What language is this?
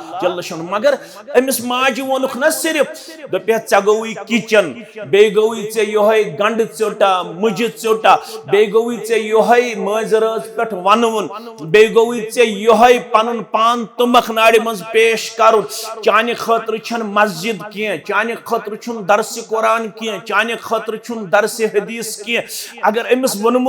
Kashmiri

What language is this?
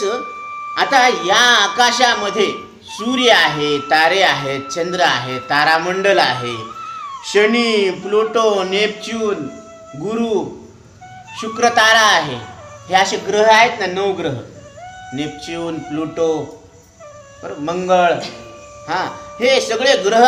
Marathi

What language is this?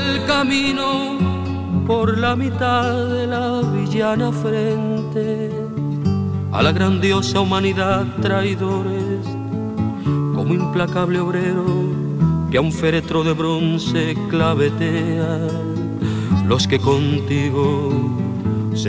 Spanish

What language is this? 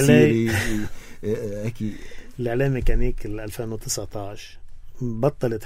North Levantine Arabic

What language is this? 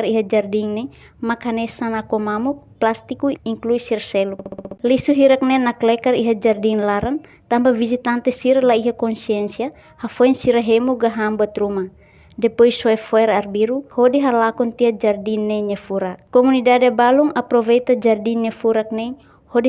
Tetum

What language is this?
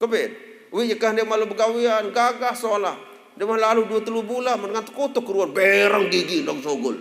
Sasak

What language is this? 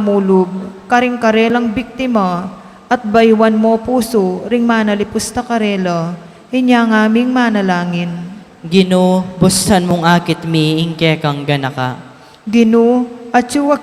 Pampanga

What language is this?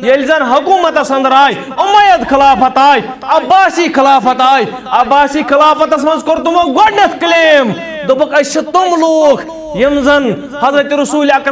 Kashmiri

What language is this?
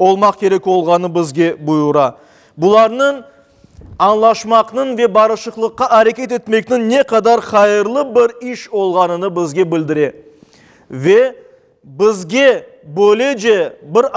Crimean Tatar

